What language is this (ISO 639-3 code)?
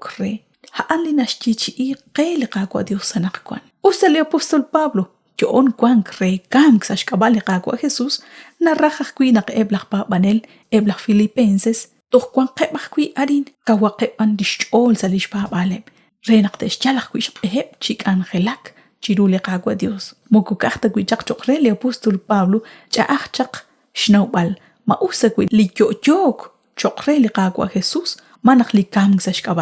kek